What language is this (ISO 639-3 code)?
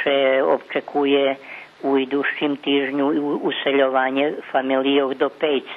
rue